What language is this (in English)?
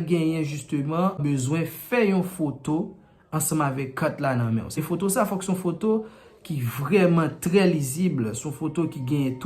Haitian Creole